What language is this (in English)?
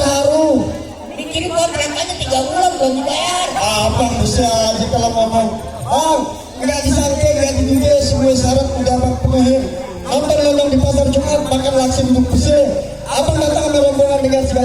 Betawi